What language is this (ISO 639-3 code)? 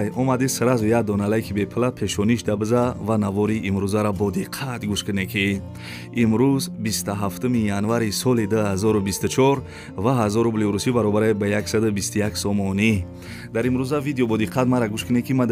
tgk